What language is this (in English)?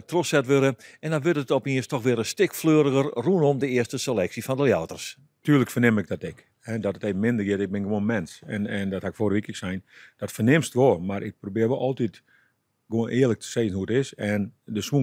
Western Frisian